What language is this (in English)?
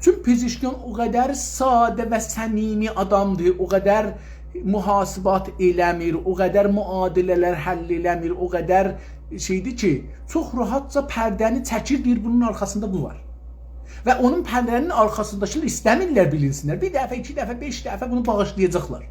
South Azerbaijani